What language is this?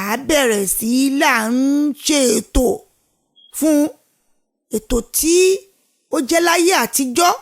Yoruba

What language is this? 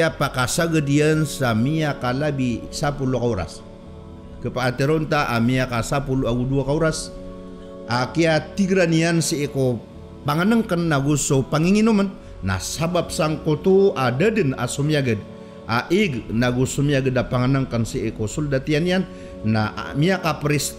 Maranao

